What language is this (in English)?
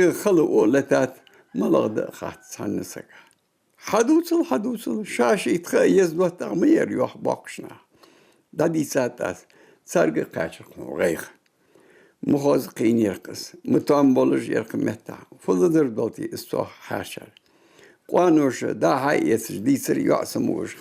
Ingush